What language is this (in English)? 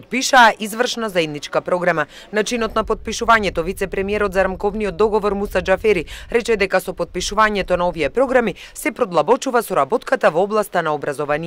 Macedonian